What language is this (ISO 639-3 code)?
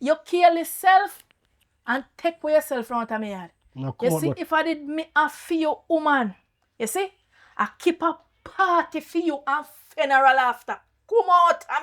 jam